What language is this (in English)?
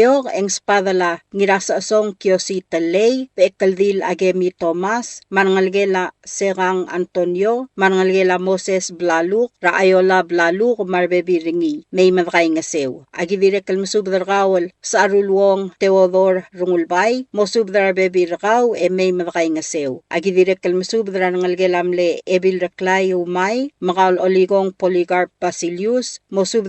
Palauan